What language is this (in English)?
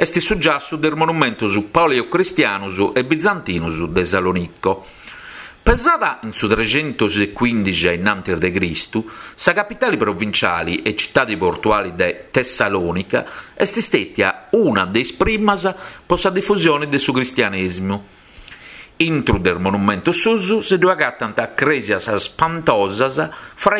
Sardinian